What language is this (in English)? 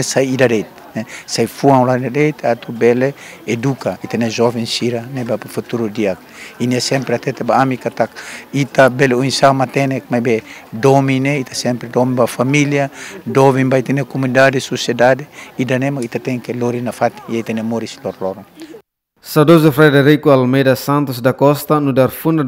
Tetum